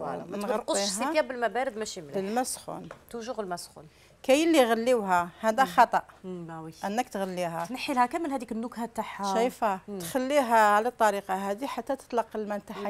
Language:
Algerian Arabic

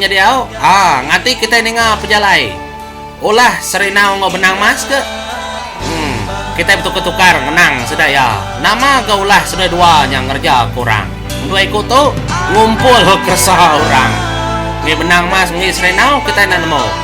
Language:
Iban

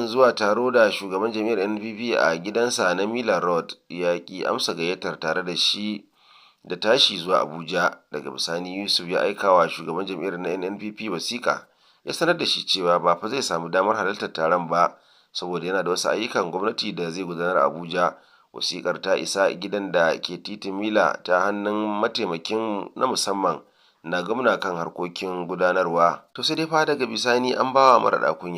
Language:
Hausa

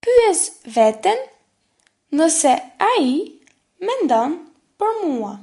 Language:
Albanian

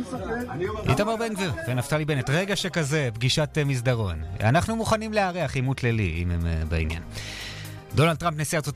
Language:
Hebrew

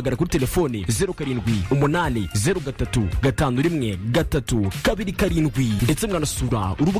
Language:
Kinyarwanda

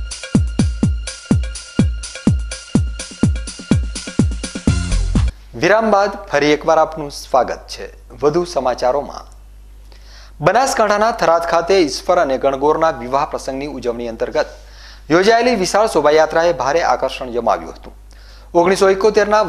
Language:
Gujarati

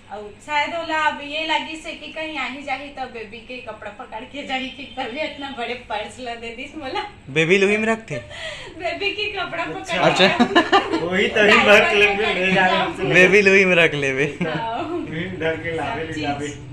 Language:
Chhattisgarhi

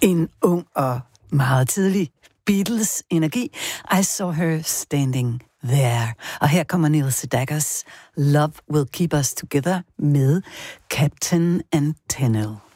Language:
Danish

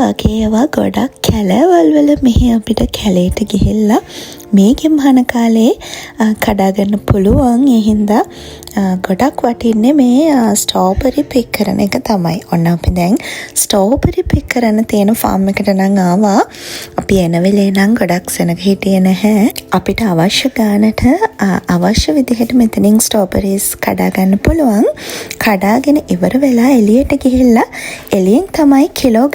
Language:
Sinhala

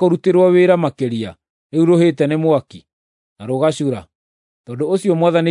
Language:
Kikuyu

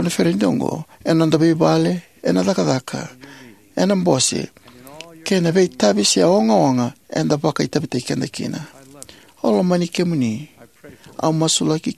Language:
Fijian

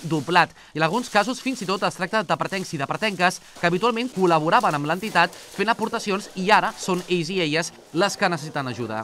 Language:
Catalan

